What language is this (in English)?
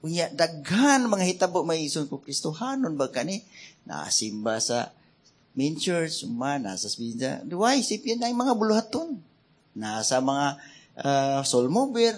Cebuano